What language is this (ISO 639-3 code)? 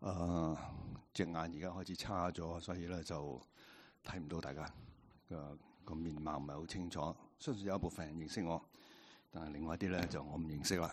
yue